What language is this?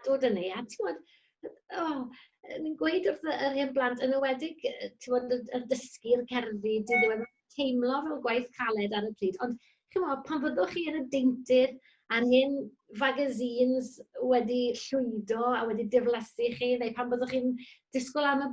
Welsh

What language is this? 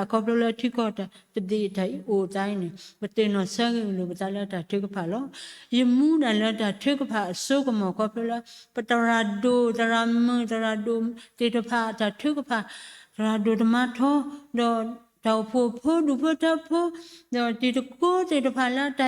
S'gaw Karen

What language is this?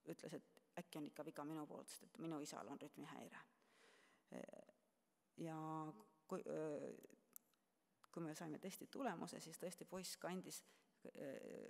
Estonian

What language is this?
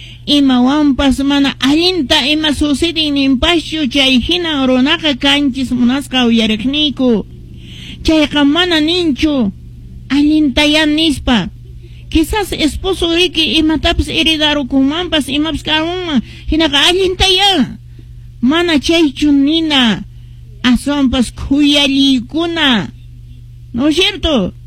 Quechua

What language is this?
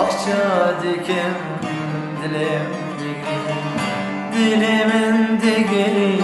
Kurdish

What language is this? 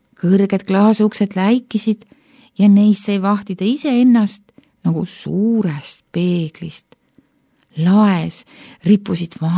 Estonian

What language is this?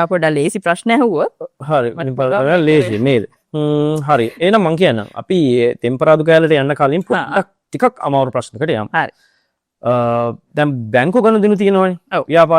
Sinhala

